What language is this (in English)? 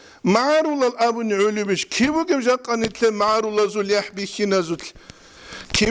Avaric